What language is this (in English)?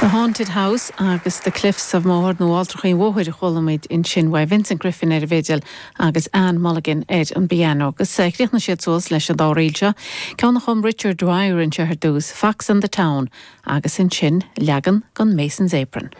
Irish